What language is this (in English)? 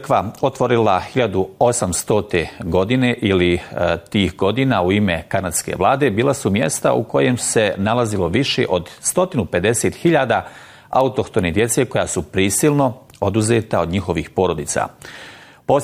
Bosnian